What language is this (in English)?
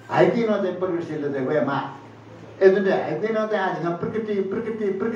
Newari